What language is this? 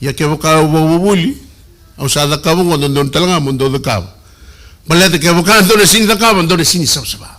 Fijian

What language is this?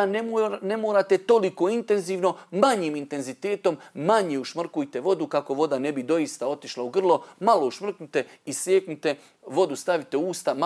Bosnian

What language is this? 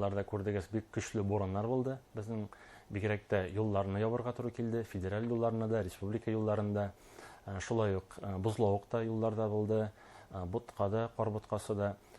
Bashkir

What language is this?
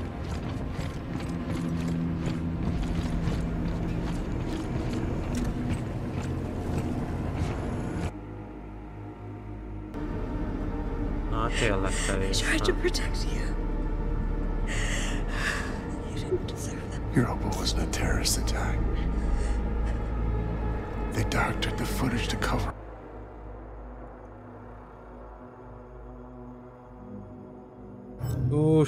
Hungarian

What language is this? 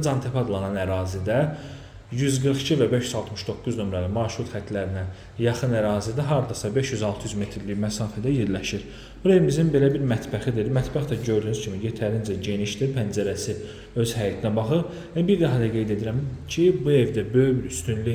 Azerbaijani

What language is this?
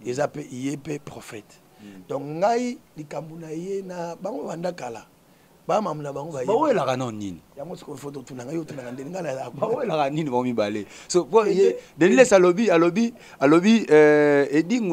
Lingala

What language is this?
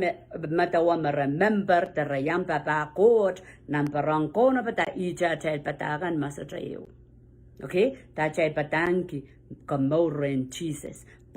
Pohnpeian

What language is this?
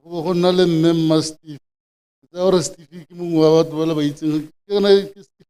Tswana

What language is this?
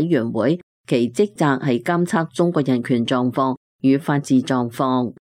Cantonese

